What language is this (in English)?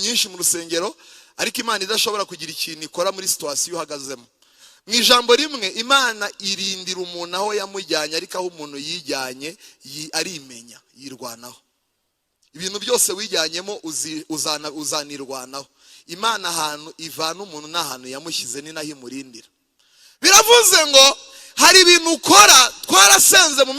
Kinyarwanda